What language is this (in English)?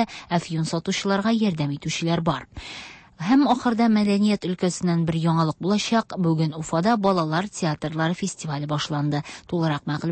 Tatar